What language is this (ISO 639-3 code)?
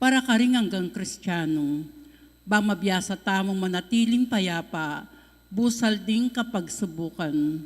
pam